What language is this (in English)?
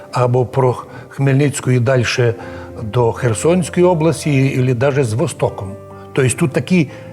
Rusyn